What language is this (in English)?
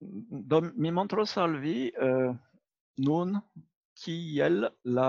Esperanto